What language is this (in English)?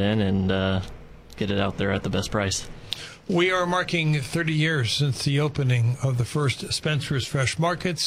English